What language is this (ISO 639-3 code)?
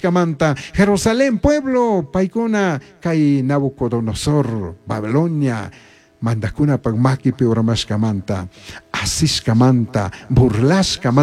qug